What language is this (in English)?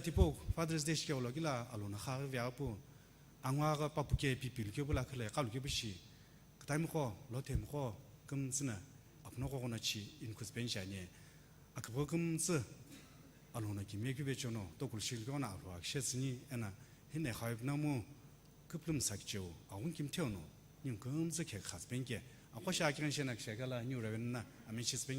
Sumi Naga